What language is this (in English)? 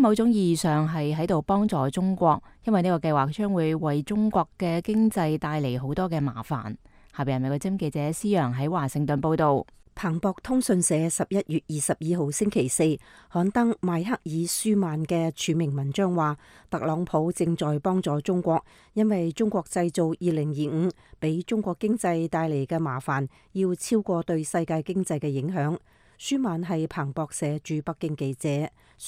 Cantonese